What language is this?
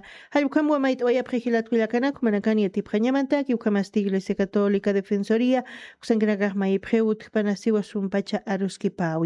Aymara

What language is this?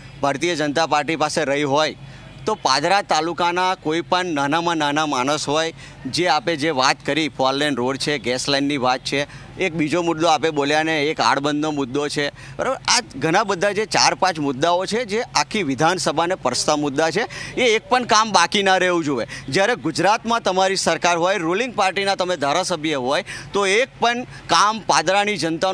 Gujarati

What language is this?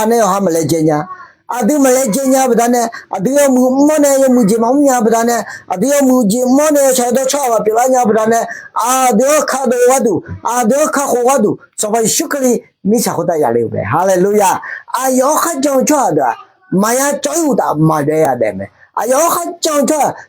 Akha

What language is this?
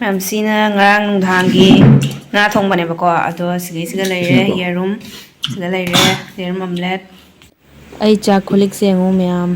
Manipuri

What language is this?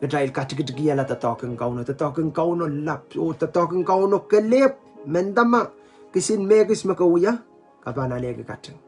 Pohnpeian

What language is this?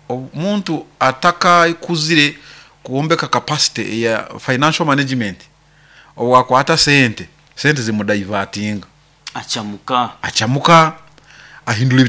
Nyoro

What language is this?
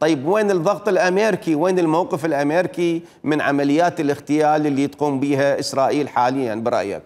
Mesopotamian Arabic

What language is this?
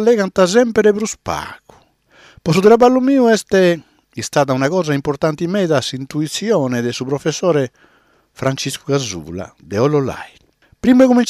Sardinian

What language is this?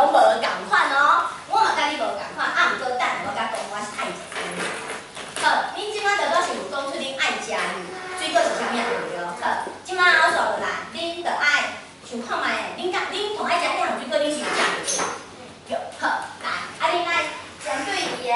Min Nan Chinese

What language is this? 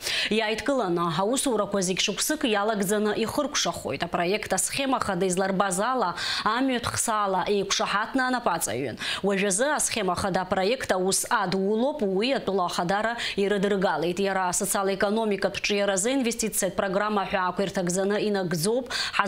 Abkhazian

